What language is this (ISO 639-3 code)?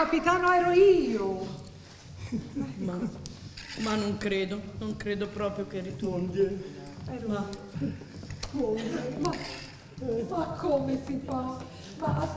ita